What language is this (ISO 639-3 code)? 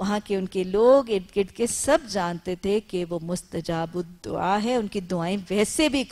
urd